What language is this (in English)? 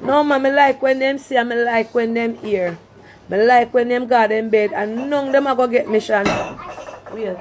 Jamaican Creole English